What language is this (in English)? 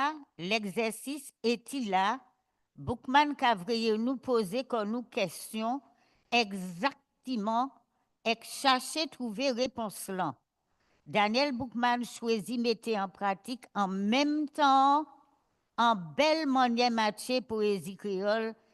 Guadeloupean Creole French